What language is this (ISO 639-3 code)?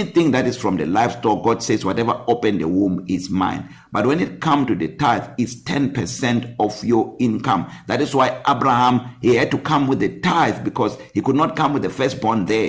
eng